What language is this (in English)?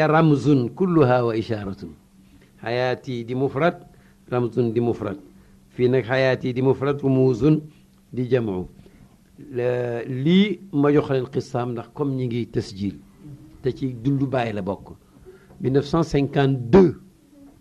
Wolof